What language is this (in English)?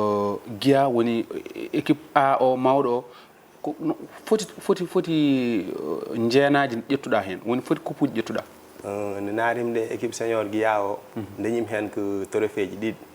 Fula